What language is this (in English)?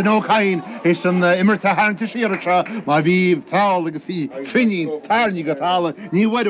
Irish